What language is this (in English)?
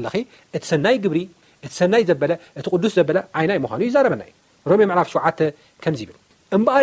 Tigrinya